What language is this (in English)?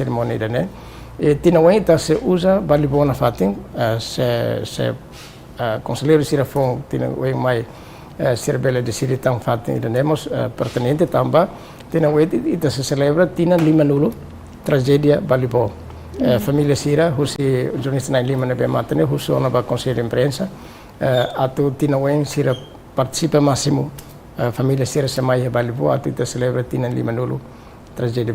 Tetum